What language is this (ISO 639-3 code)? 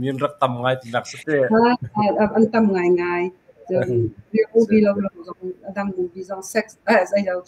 cnh